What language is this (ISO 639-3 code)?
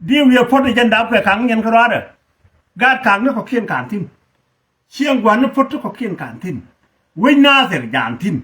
nus